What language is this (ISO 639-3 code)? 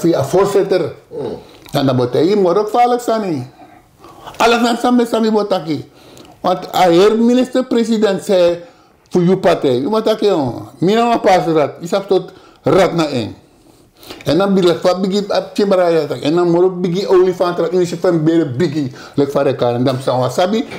srn